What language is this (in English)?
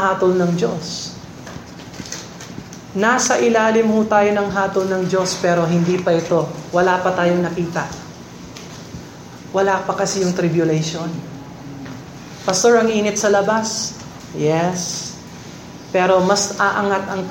Filipino